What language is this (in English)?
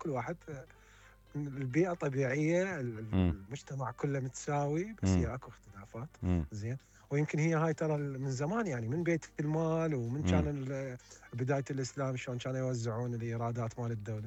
Mesopotamian Arabic